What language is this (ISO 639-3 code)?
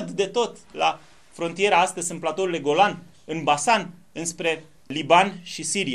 ron